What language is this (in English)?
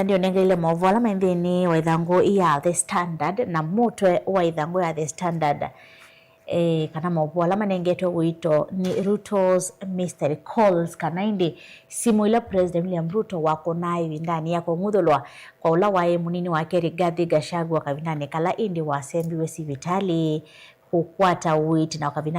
Kamba